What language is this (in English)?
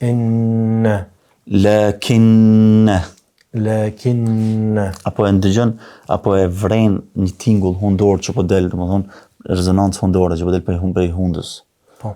Albanian